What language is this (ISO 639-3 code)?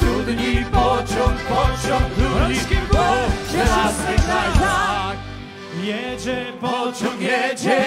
szl